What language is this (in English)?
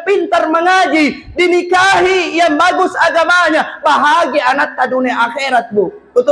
Makasar